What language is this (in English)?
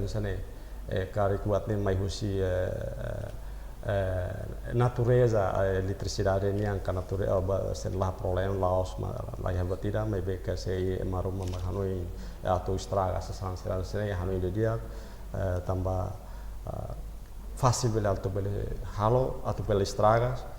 Tetum